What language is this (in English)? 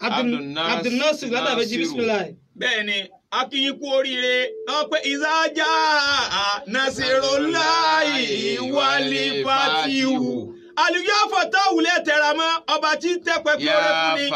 Yoruba